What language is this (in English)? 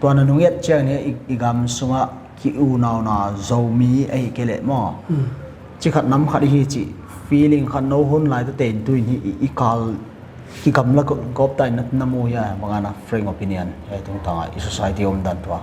Paite Chin